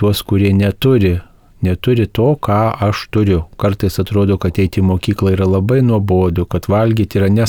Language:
Lithuanian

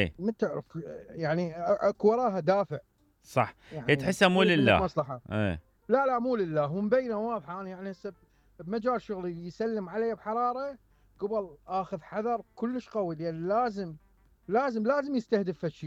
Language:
Mesopotamian Arabic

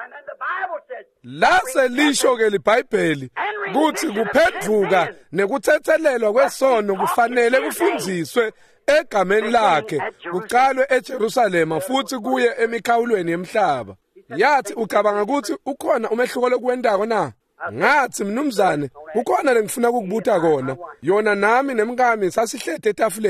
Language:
Swati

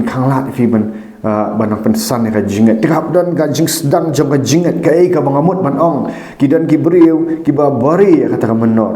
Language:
Khasi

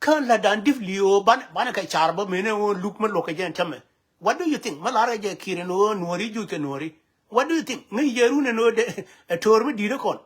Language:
Nuer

